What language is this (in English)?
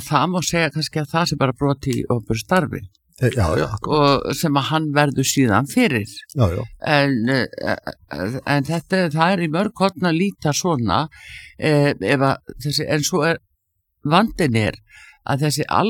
Icelandic